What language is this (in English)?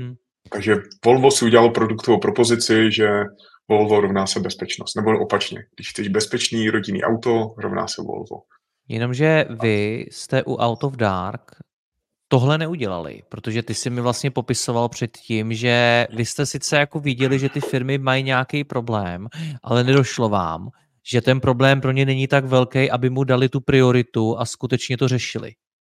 Czech